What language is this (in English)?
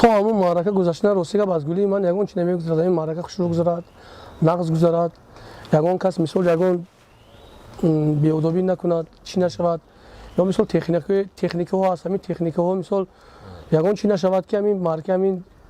Tajik